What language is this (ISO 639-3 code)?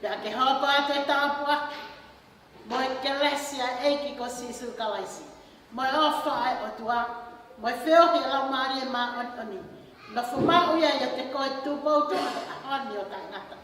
ton